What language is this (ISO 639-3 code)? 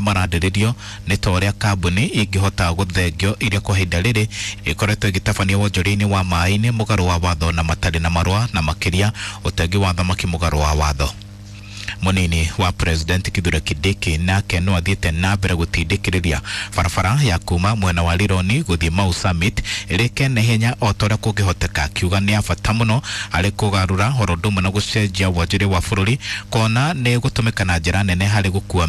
kik